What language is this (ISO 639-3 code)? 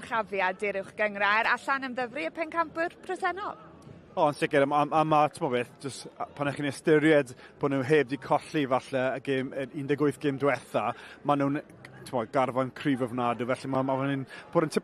cym